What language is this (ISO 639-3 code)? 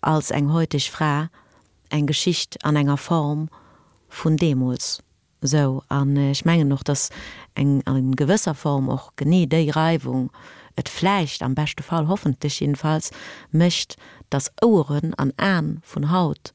ltz